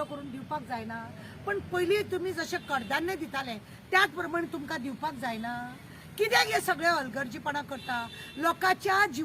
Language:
Konkani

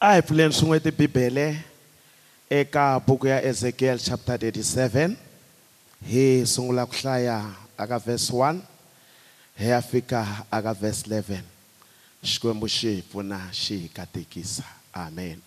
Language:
Tsonga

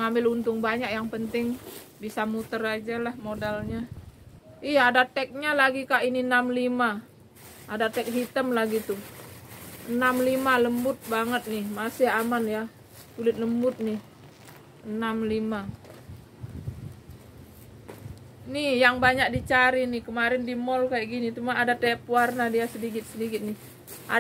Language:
Indonesian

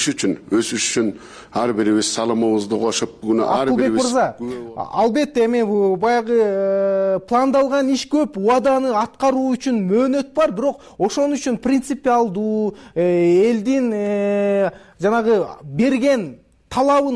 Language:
Kyrgyz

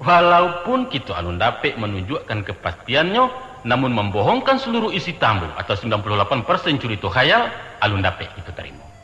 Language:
Minangkabau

